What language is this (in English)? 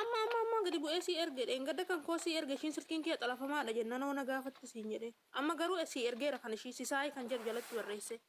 Oromo